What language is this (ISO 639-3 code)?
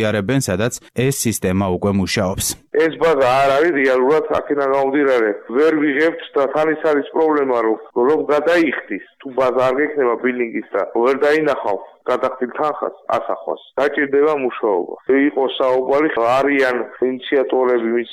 kat